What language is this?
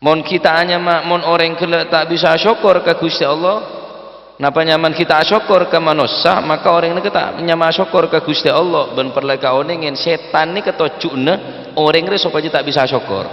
Madurese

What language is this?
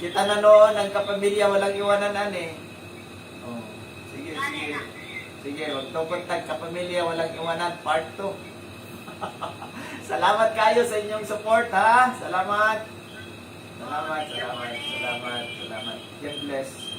Cebuano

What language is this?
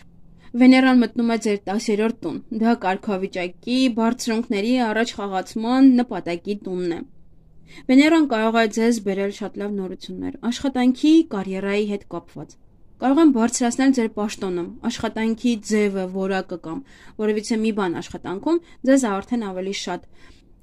Armenian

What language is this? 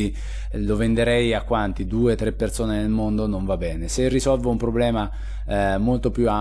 Italian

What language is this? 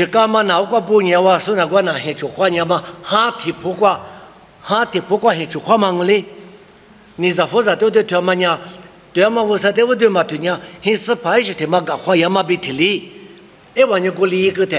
Lisu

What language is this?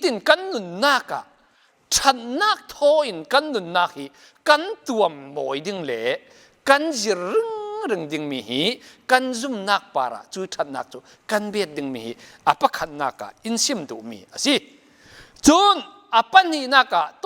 Falam Chin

